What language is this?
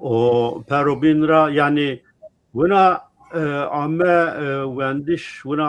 Zaza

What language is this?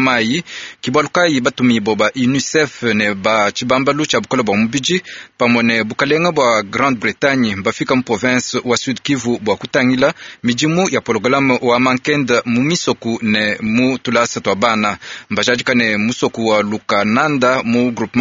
Luba-Lulua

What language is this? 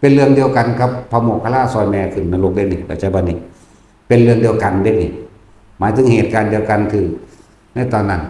Northeastern Thai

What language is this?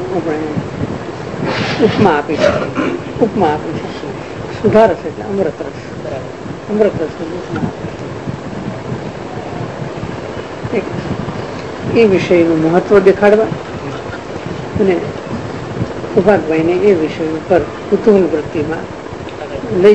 Gujarati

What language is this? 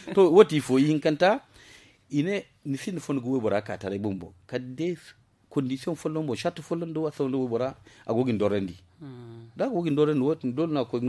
Zarma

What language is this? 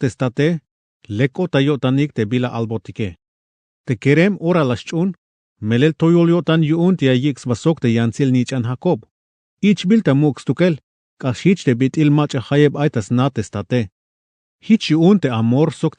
Tzeltal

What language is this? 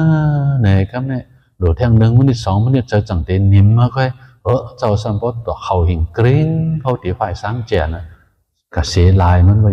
Shan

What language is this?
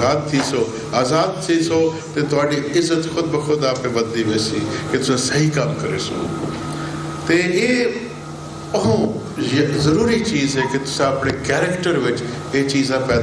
Saraiki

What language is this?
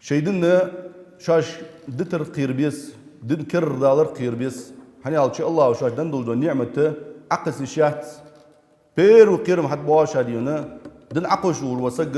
Ingush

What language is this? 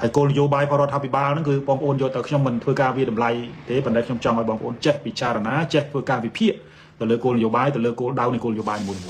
Khmer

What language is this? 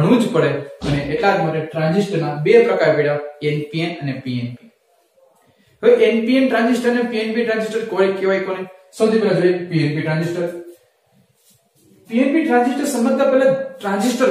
Gujarati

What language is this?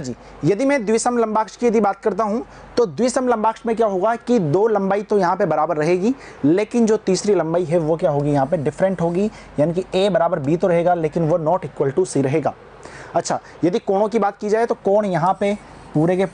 Hindi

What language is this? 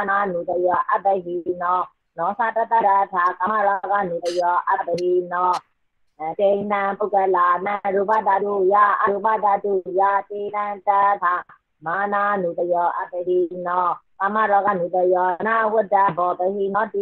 Burmese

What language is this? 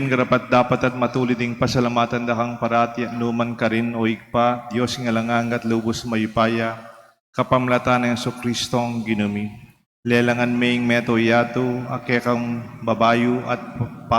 Pampanga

